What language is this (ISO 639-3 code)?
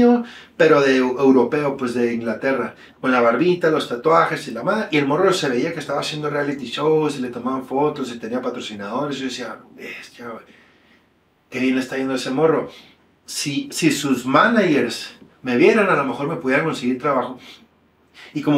spa